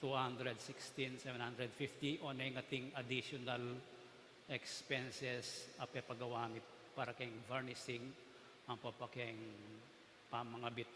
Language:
Pampanga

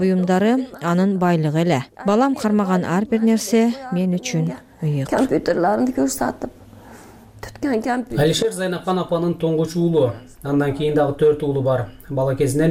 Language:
Kyrgyz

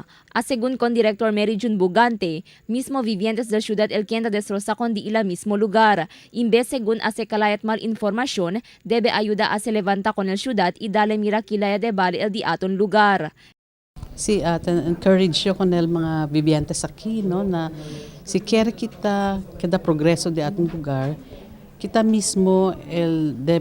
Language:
Chavacano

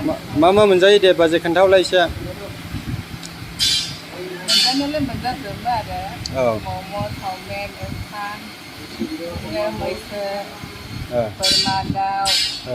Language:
Bodo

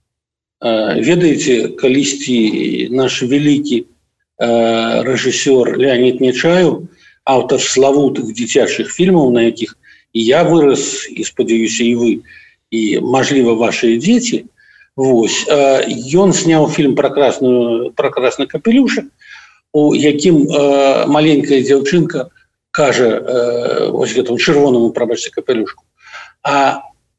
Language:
Belarusian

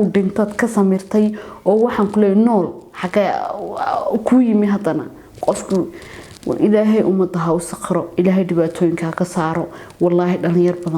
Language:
Somali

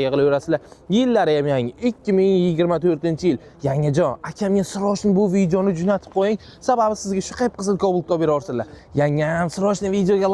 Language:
Uzbek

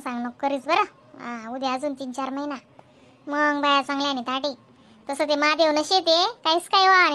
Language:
Khandesi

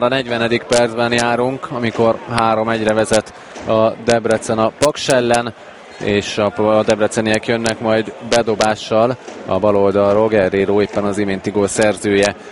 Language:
Hungarian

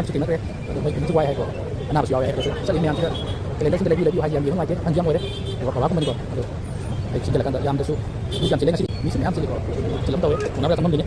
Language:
Manipuri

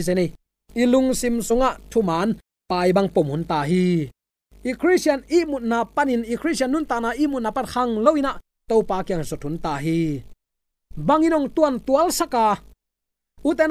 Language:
Tedim Chin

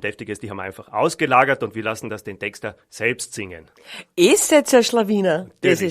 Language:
Bavarian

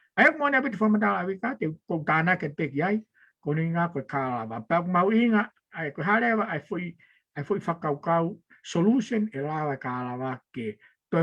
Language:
Tongan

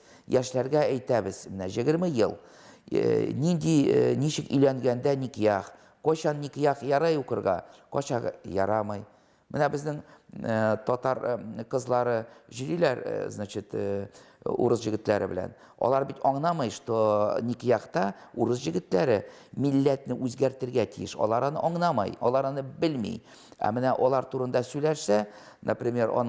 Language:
Tatar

